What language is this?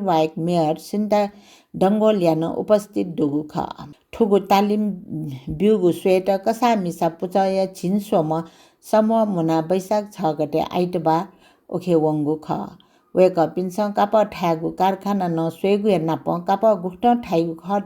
Newari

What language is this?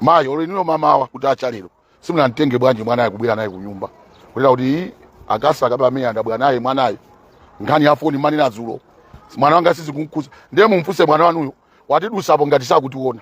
Nyanja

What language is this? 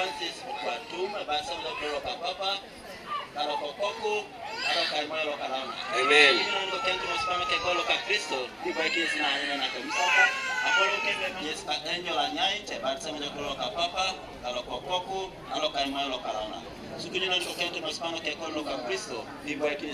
Teso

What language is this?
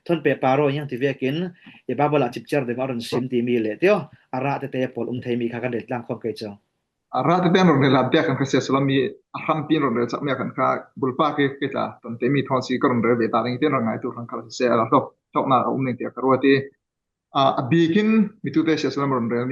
Falam Chin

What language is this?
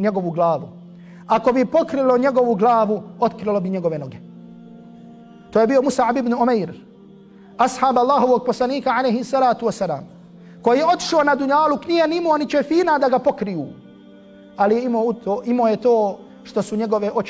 Bosnian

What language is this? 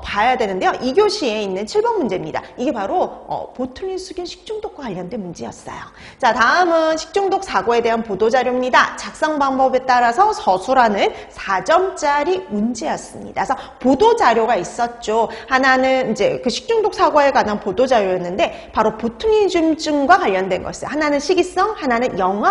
Korean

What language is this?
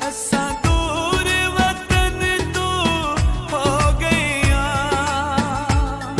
Pahari-Potwari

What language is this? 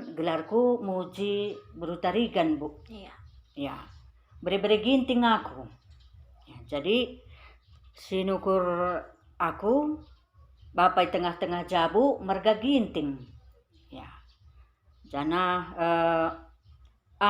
Batak Karo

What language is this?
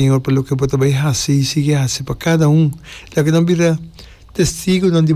Papiamento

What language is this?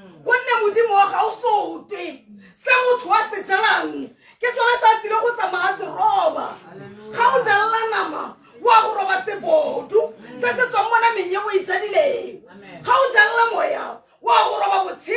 Tswana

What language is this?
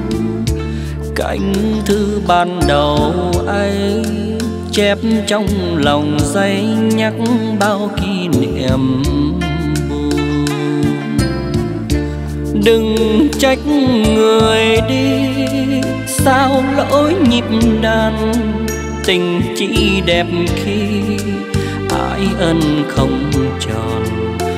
Vietnamese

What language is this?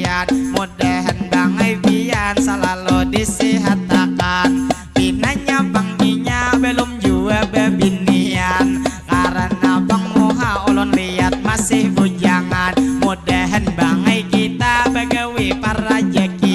Banjar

